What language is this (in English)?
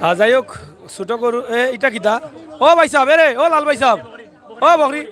Sylheti